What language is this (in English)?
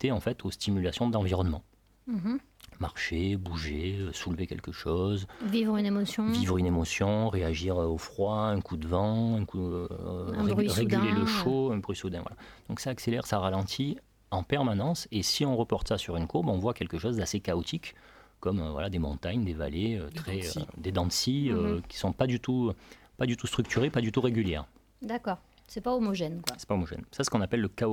French